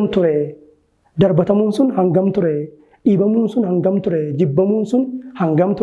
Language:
Oromo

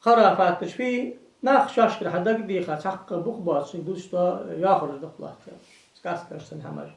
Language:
Ingush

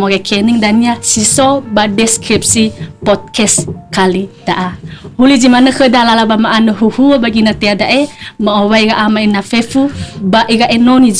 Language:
Nias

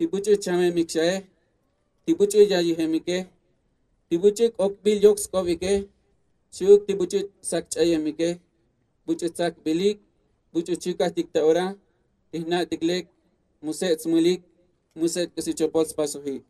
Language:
Tzotzil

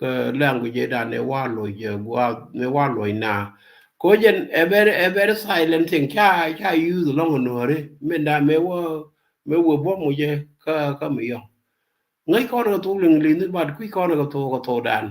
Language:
Nuer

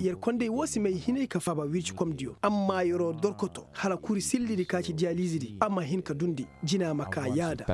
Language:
Koyraboro Senni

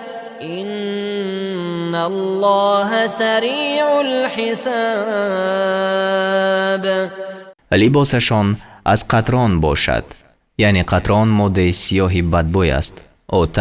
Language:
Persian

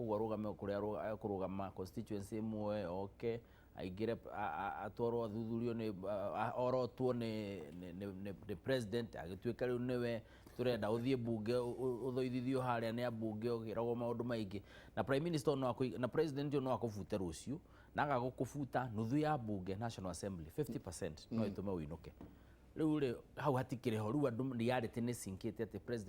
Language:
Kikuyu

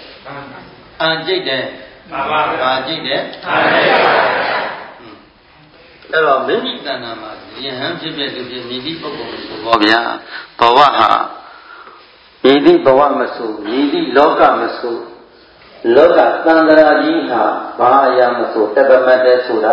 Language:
Burmese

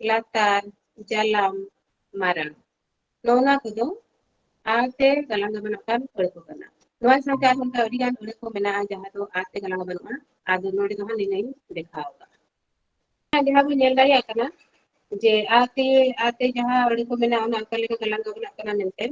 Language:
Santali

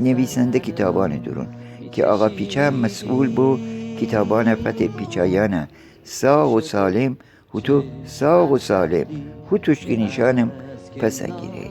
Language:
Gilaki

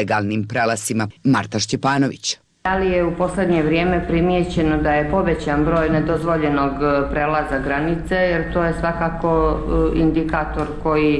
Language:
Croatian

